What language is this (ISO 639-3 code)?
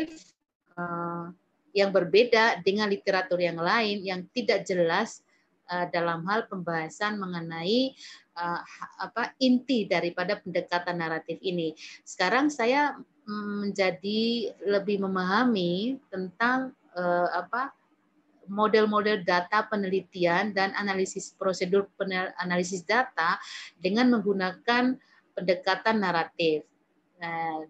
ind